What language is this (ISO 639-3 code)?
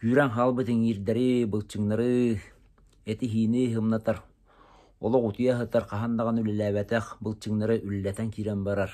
sah